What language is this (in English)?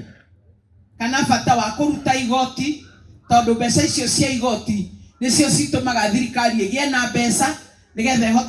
Kikuyu